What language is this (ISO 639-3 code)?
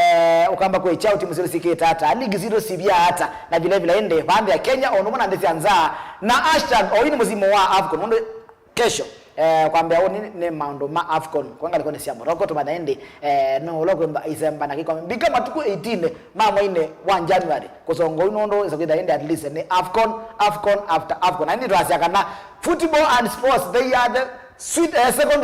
kam